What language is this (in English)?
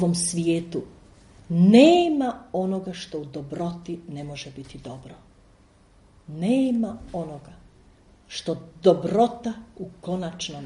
Croatian